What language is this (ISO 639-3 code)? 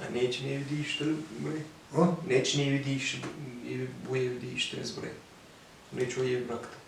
gag